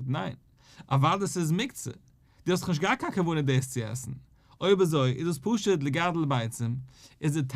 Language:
Yiddish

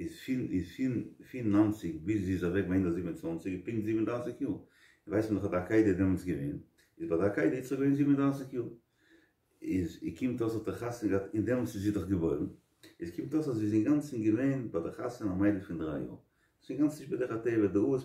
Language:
Yiddish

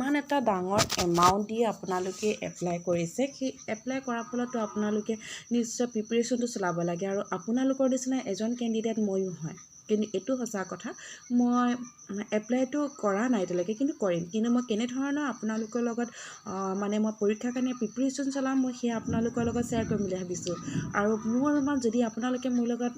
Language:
Assamese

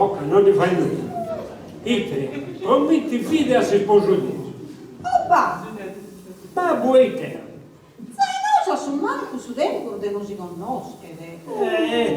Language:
Sardinian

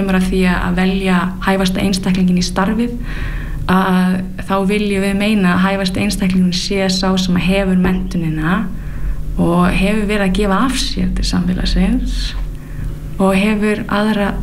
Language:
Icelandic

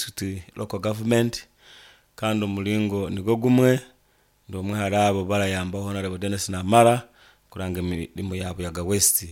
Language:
Nyankole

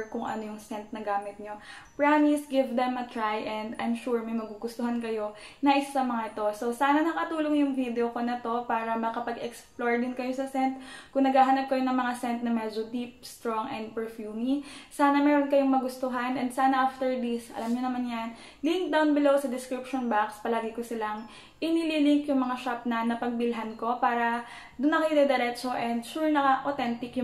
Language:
Filipino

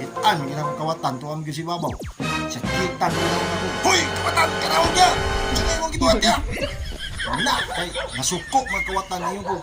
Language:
Cebuano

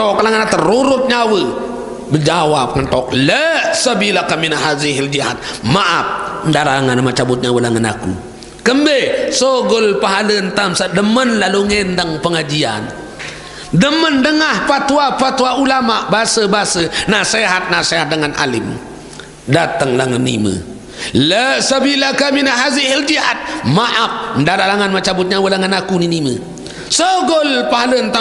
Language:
Sasak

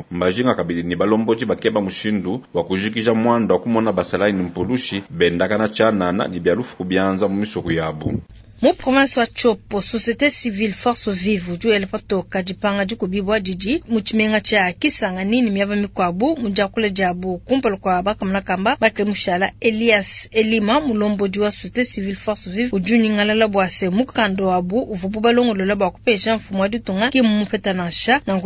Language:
Luba-Lulua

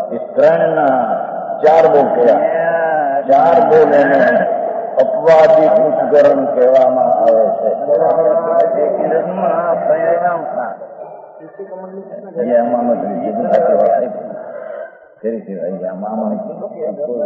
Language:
Gujarati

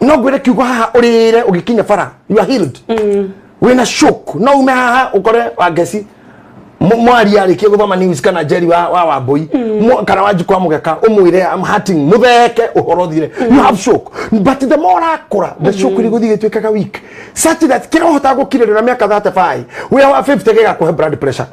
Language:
Kikuyu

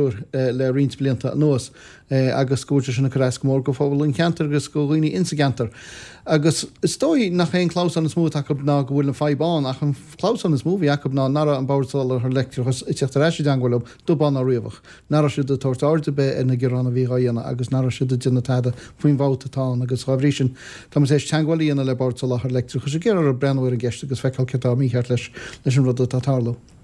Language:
Irish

